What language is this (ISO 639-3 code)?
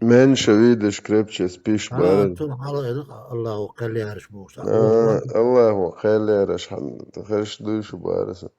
che